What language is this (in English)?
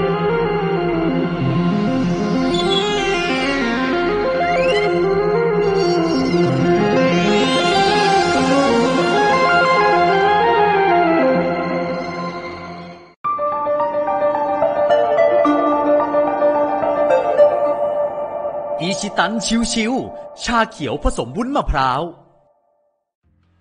Thai